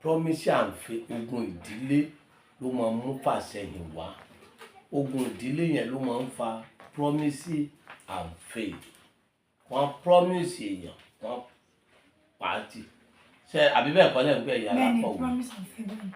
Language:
Yoruba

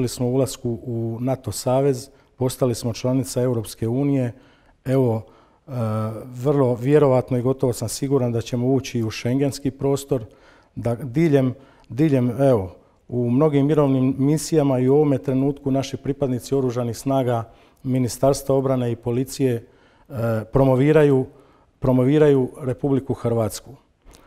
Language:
Croatian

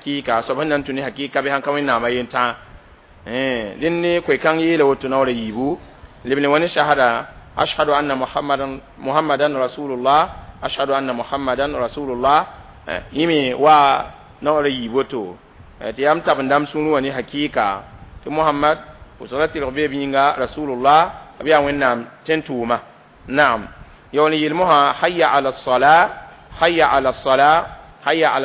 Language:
Mossi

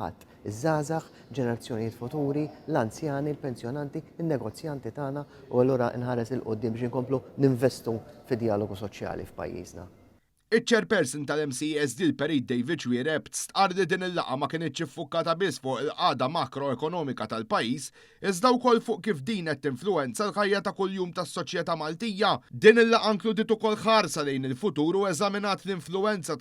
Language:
Maltese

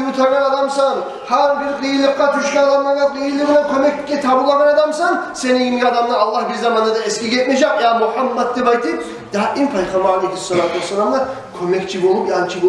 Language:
Kumyk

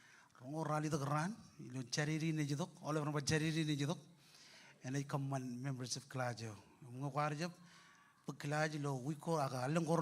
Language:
Marshallese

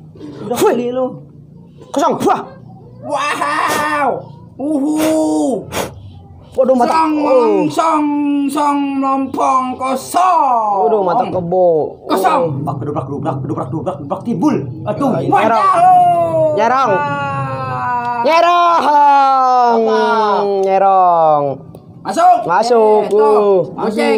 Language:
Betawi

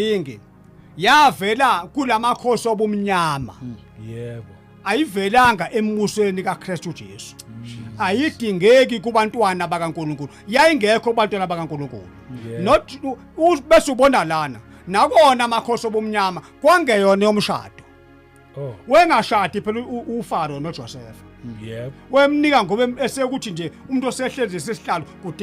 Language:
Zulu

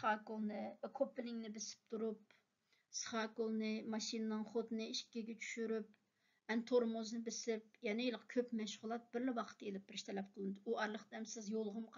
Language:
Uyghur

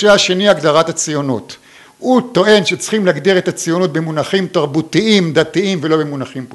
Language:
Hebrew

